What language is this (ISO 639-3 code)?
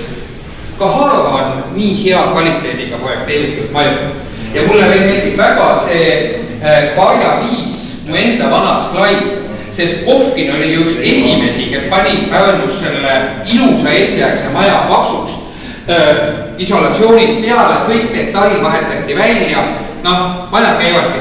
est